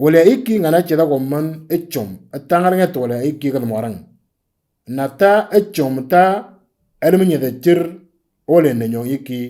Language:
Moro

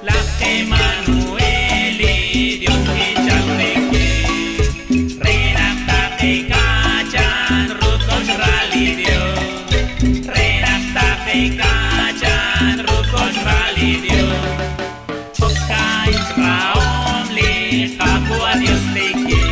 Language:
Kekchí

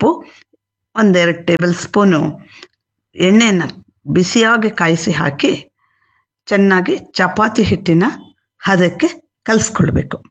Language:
Kannada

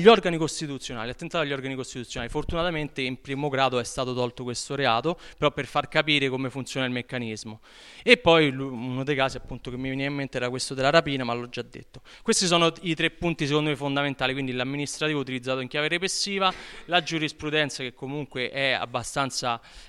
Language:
Italian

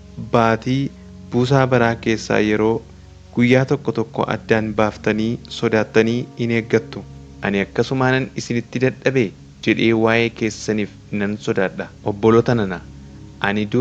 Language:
Oromo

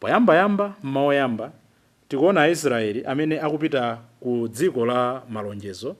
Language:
Nyanja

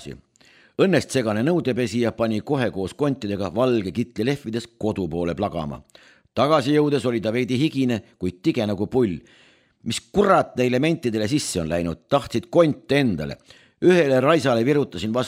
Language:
Estonian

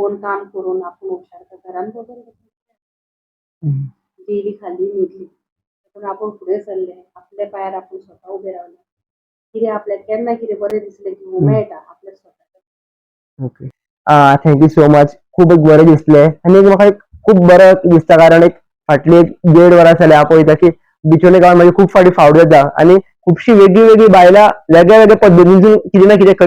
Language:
Konkani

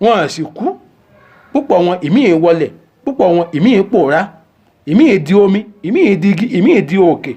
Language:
Yoruba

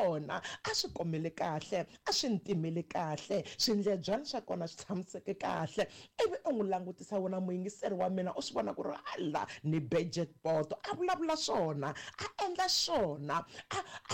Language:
Tsonga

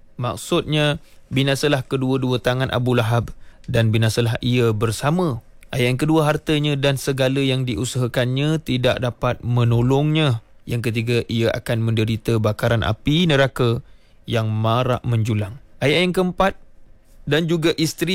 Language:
Malay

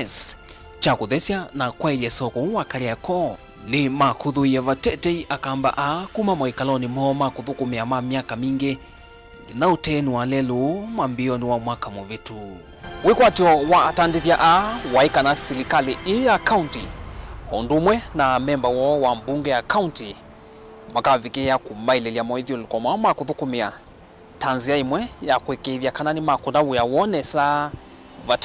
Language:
Kamba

